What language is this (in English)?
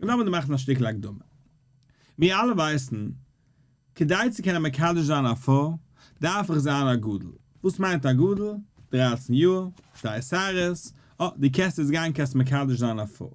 Yiddish